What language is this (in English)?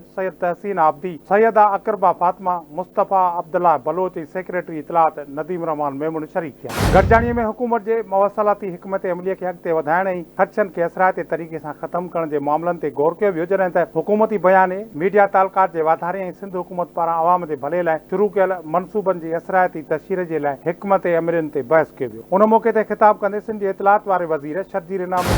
Sindhi